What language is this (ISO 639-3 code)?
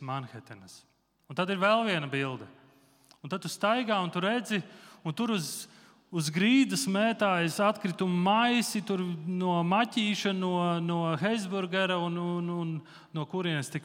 lav